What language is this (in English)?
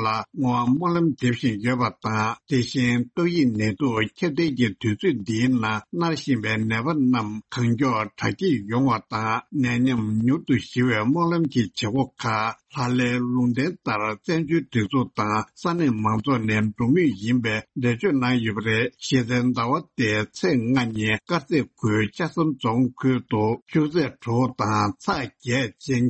Tibetan